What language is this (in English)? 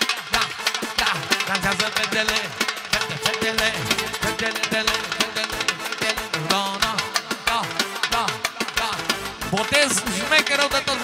Romanian